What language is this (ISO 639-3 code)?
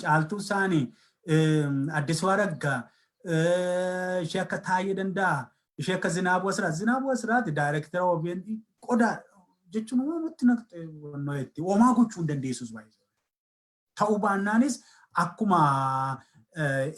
orm